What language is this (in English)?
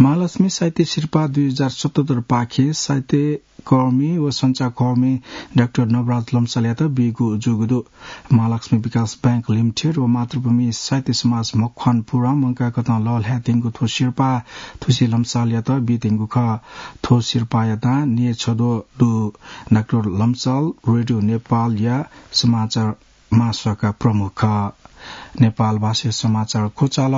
Newari